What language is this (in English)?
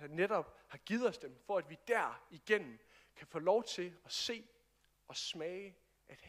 Danish